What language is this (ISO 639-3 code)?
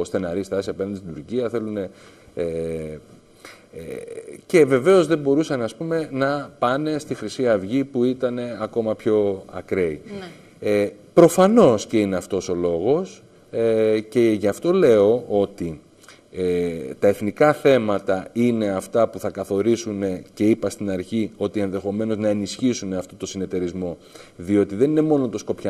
ell